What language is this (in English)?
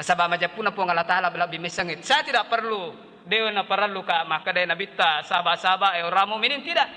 Buginese